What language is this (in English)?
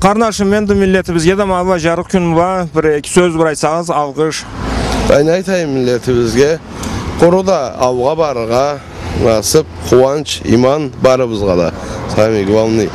Karachay-Balkar